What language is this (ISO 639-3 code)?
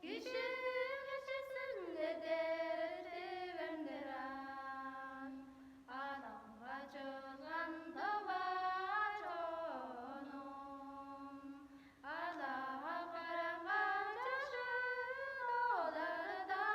tyv